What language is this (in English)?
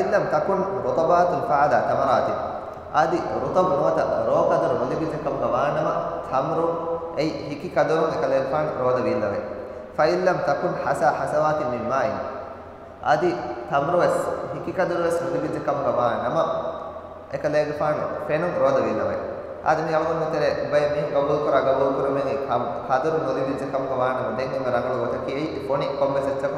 Divehi